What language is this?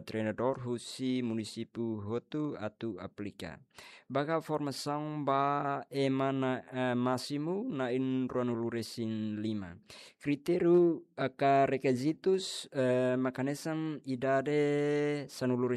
Tetum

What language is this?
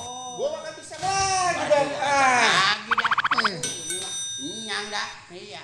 Betawi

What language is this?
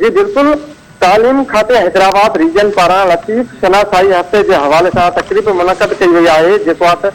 Sindhi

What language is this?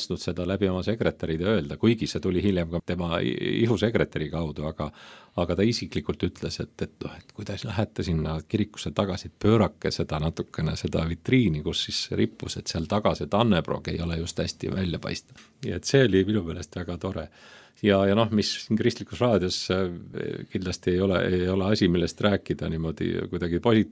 Estonian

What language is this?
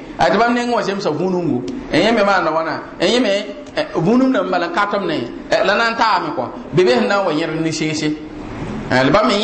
Mossi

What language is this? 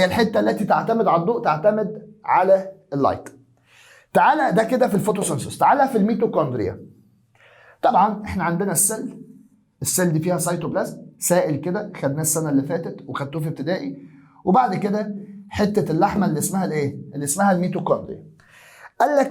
Egyptian Arabic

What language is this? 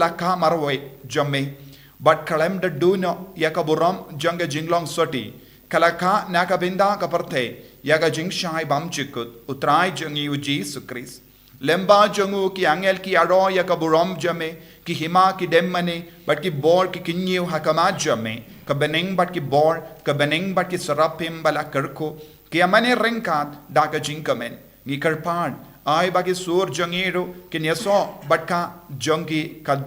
Khasi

